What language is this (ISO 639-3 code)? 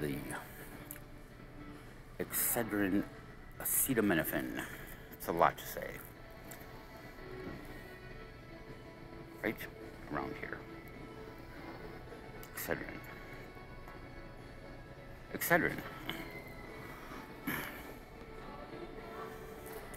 eng